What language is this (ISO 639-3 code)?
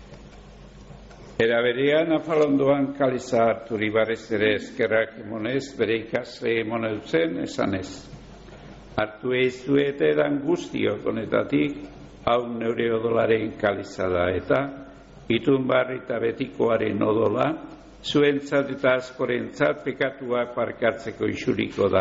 eus